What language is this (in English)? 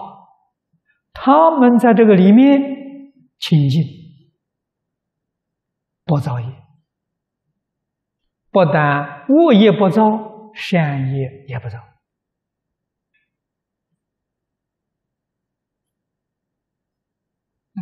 Chinese